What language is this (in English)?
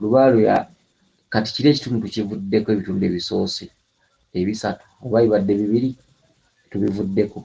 Ganda